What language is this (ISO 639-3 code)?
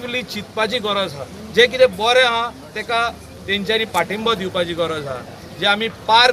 kok